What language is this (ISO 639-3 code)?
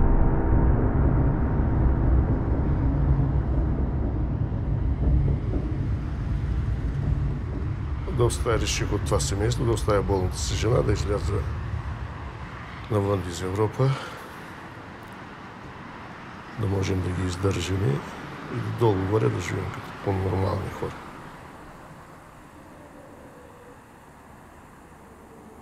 bul